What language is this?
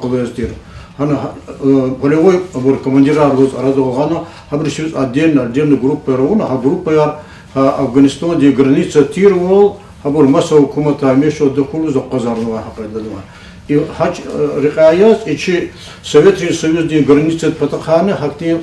Lezghian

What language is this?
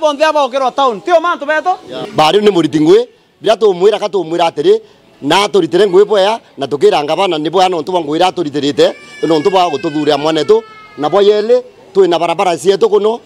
Meru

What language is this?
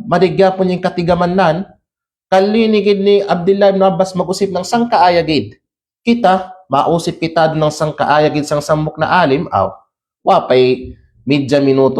Kalagan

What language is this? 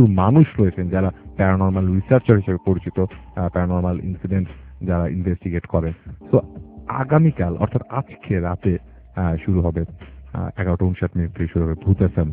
Bangla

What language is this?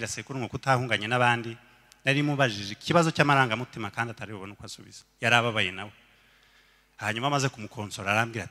Kinyarwanda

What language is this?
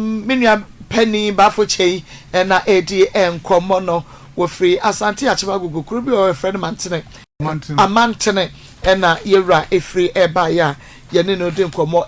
Akan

